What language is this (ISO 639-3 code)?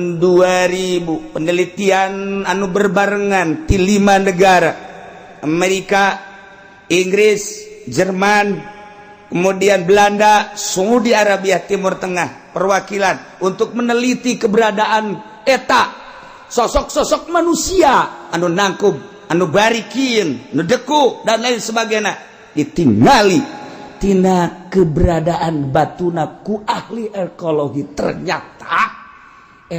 sun